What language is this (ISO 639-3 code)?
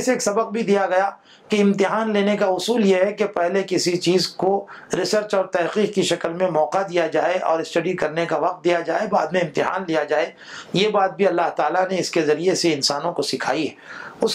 urd